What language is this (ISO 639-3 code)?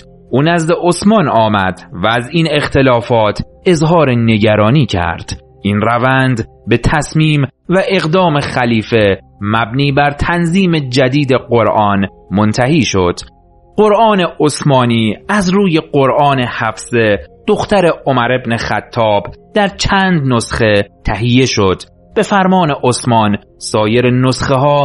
fas